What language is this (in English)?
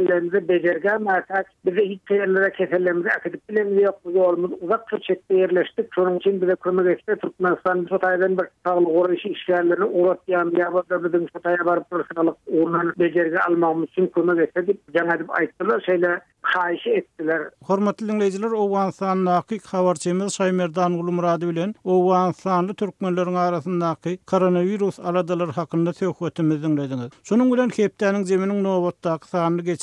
Turkmen